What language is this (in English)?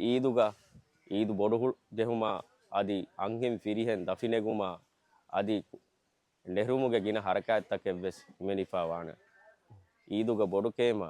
Divehi